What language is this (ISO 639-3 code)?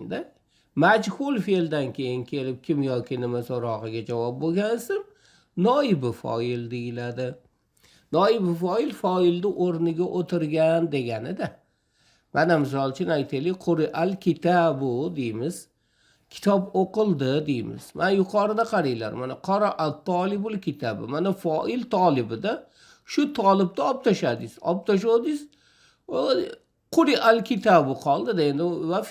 uzb